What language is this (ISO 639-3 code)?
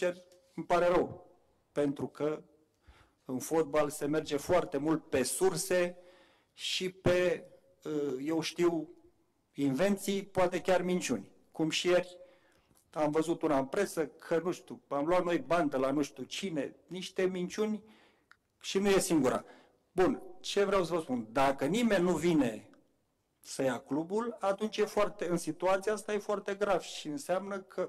ron